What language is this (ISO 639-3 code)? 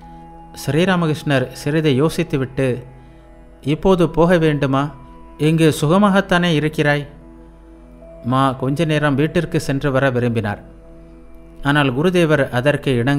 tam